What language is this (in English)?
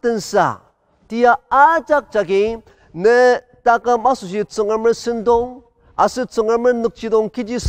Ao Naga